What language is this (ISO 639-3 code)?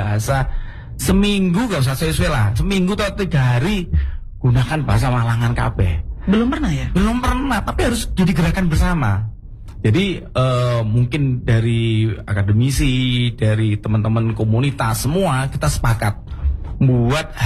ind